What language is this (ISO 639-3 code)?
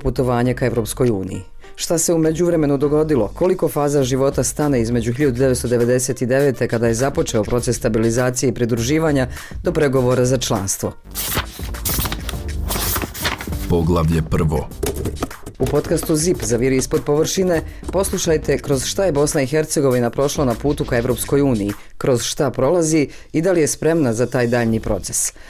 bos